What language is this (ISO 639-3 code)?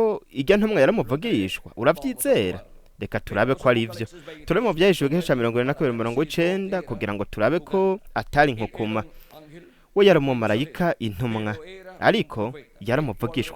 run